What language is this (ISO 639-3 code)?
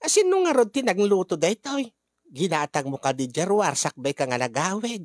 ilo